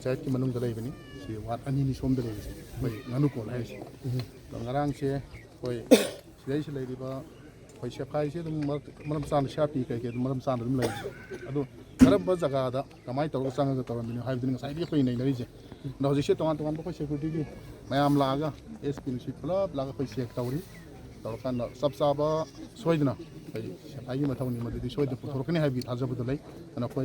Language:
Manipuri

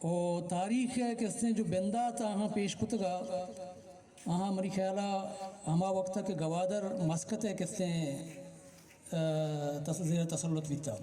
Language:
Baluchi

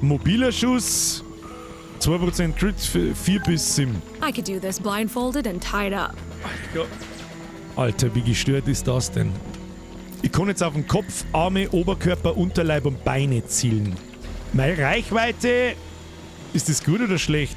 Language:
Bavarian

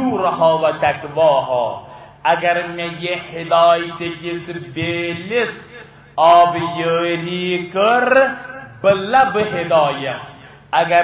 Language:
Kashmiri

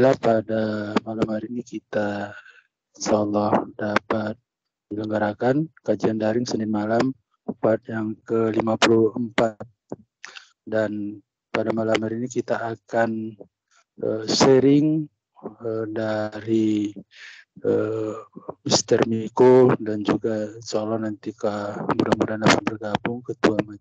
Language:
Indonesian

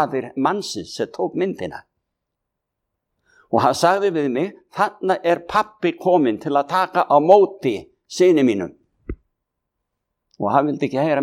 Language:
Icelandic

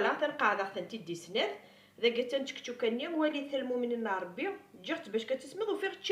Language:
Kabyle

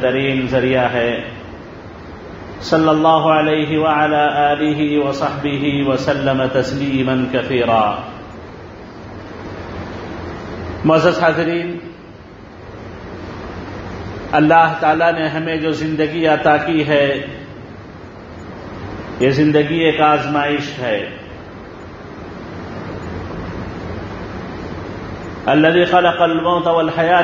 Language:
Urdu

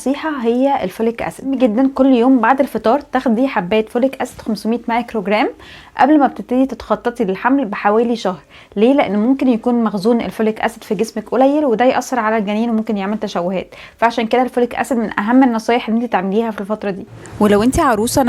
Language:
Egyptian Arabic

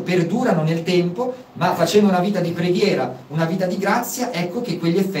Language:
Italian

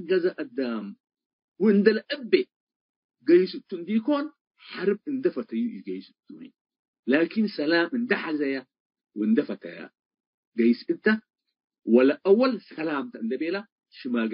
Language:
Tigre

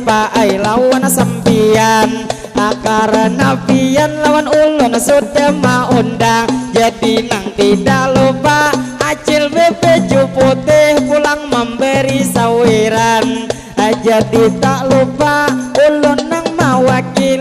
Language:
Banjar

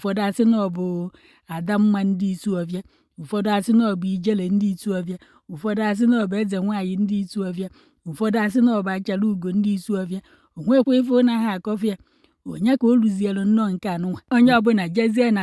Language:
Igbo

